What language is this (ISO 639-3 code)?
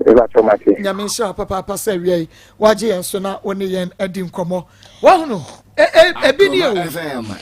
aka